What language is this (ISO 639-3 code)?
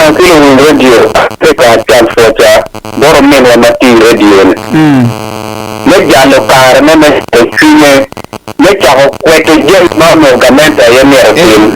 ach